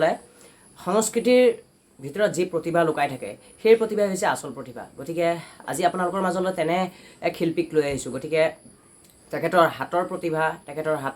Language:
Assamese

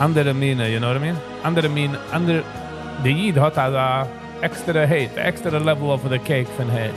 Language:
Yiddish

